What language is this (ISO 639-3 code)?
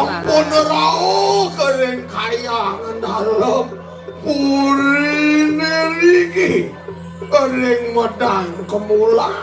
ban